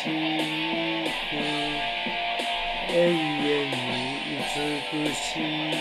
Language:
Japanese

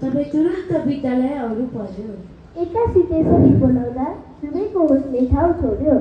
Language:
Nepali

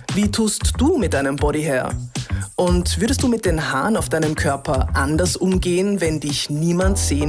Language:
German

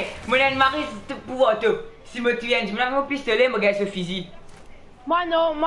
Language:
Morisyen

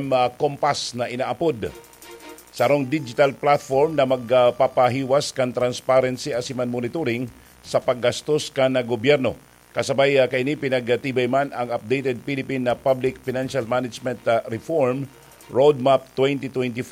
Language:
Bikol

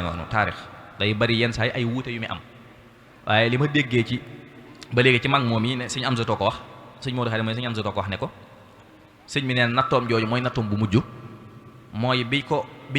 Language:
Wolof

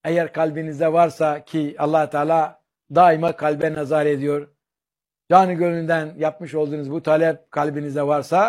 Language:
Turkish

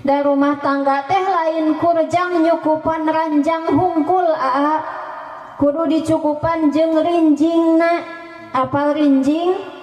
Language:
Sundanese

